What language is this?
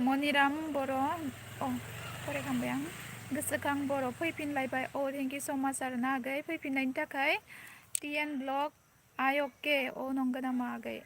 Bodo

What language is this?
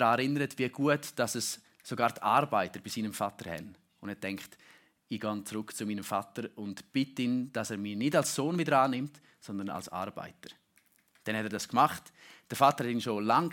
German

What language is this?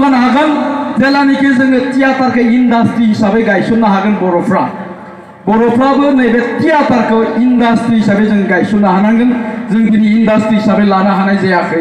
Bodo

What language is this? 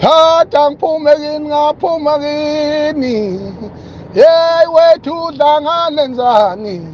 Zulu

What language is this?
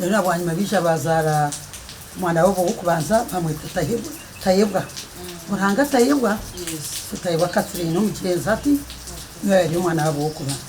Nyankole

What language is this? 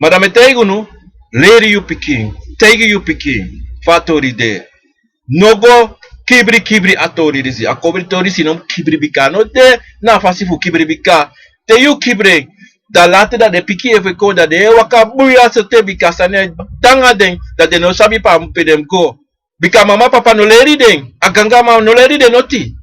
Sranan Tongo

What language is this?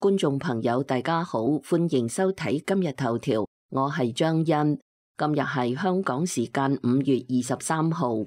Cantonese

